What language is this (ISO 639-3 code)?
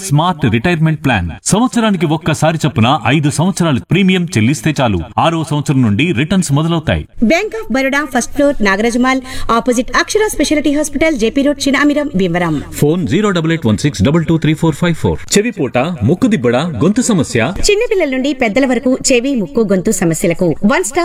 tel